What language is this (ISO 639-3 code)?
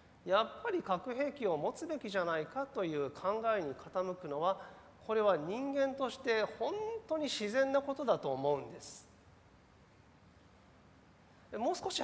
jpn